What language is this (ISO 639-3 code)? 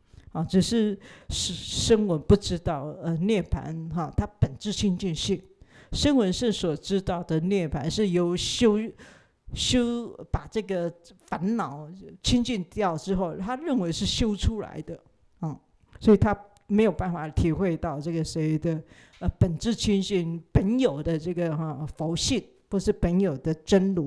zho